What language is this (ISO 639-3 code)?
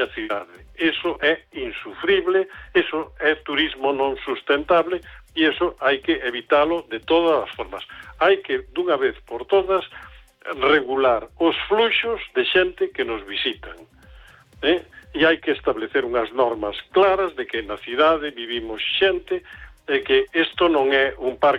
glg